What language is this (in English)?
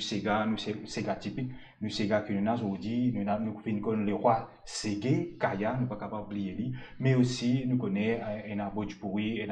Morisyen